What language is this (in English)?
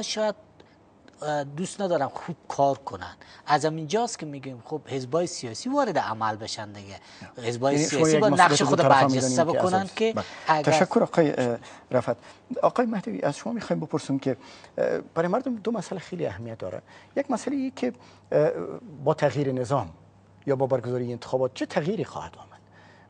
Persian